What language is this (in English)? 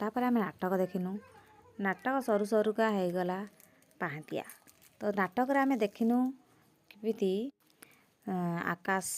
Odia